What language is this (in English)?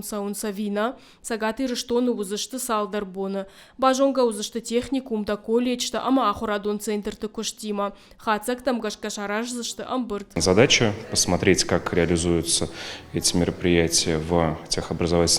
Ossetic